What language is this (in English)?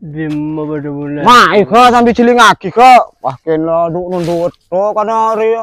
Madurese